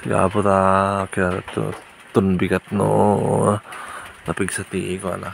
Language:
Iloko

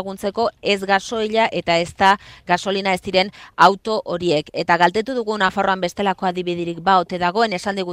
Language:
Basque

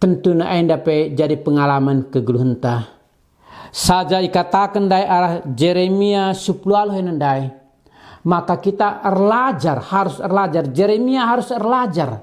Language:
Batak Karo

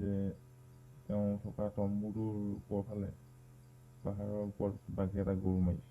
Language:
Assamese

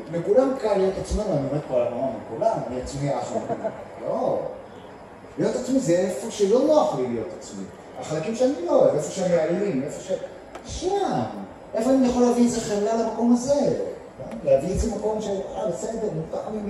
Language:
Hebrew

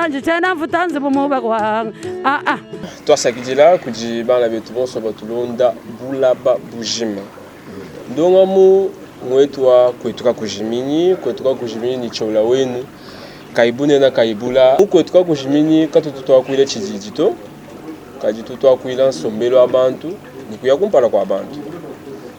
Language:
Luba-Lulua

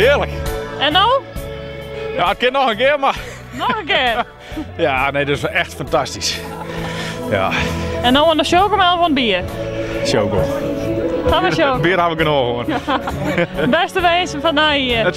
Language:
Western Frisian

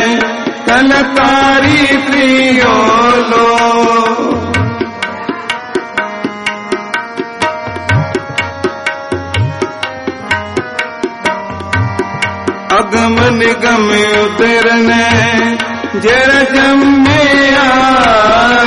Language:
Hindi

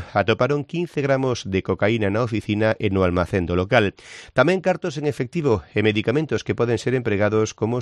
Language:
Galician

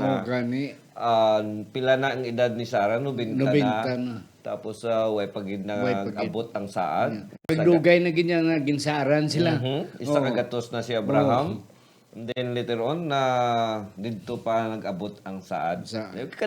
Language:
Hiligaynon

